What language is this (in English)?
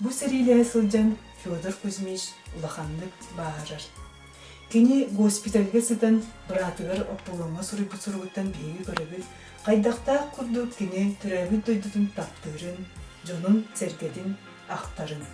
Yakut